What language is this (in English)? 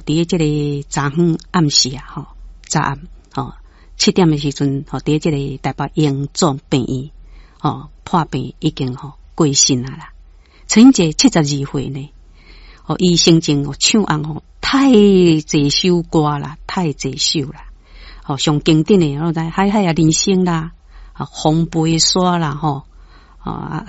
Min Nan Chinese